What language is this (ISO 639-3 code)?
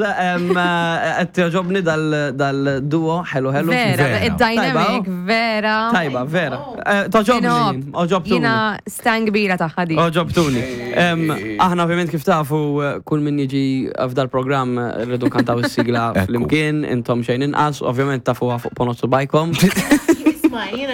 mlt